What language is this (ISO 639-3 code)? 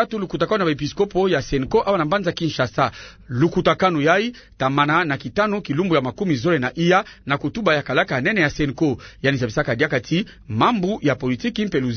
ktu